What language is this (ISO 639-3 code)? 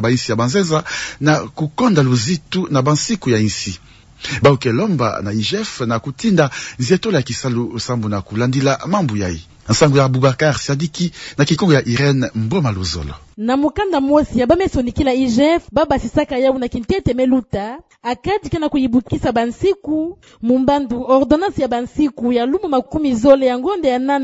ktu